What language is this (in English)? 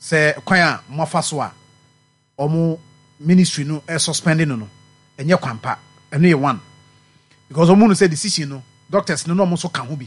Akan